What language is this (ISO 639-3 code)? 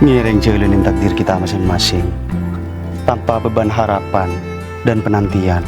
mad